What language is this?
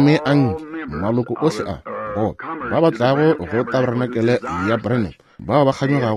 Northern Sotho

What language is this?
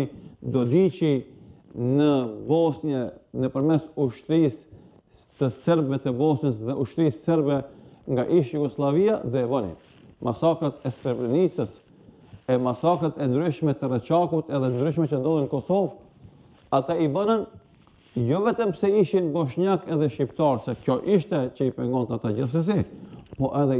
Albanian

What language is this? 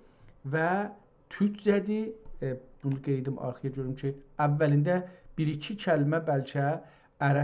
South Azerbaijani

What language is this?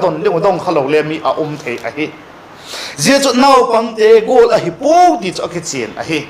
Vaiphei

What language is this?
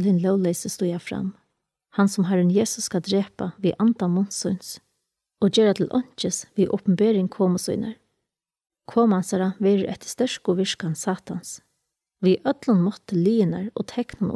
Faroese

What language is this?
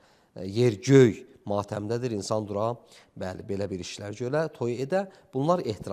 Azerbaijani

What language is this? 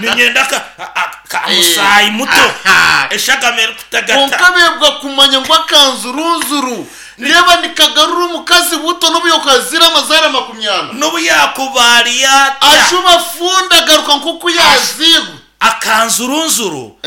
Nyankole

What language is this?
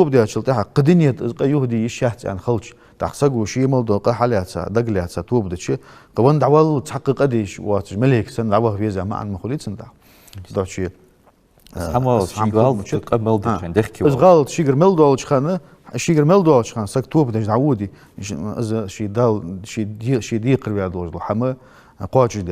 Ingush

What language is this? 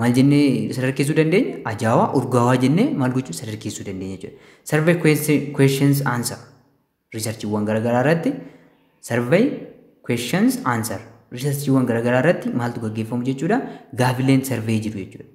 Oromo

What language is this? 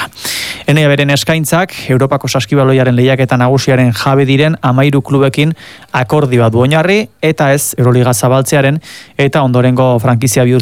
Basque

